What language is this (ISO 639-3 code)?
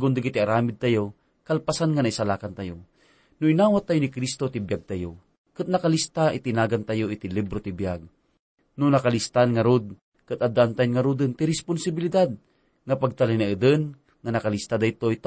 ilo